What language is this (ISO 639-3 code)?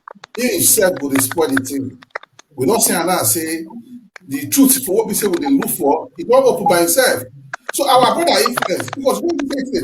pcm